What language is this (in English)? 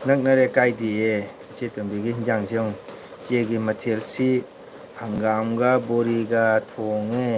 Manipuri